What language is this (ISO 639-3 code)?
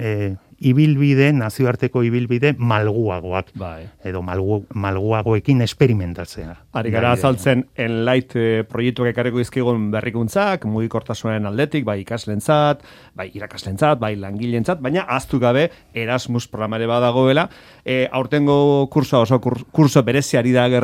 eus